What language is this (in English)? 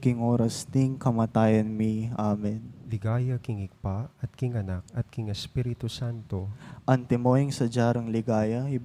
Pampanga